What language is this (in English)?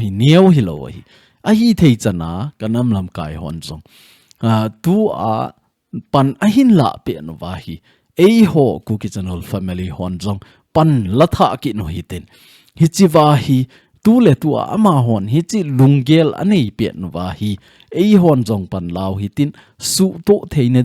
Thado Chin